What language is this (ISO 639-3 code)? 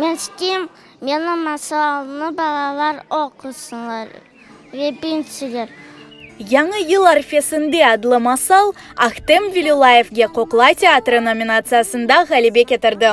crh